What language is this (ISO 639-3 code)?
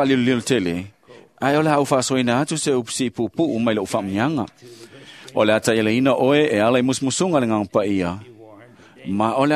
smo